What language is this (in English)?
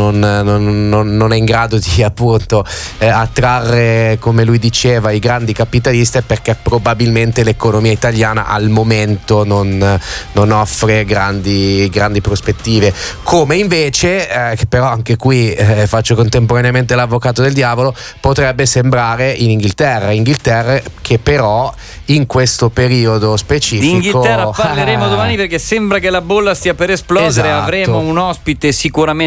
Italian